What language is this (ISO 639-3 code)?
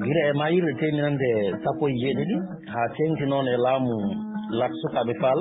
ful